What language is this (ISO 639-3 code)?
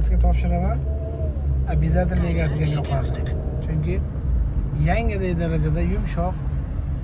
uzb